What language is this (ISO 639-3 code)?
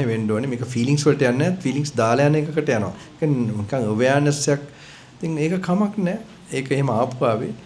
sin